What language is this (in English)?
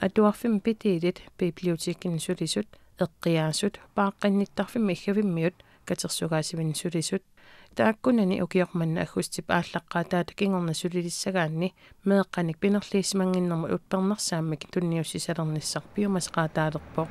Kalaallisut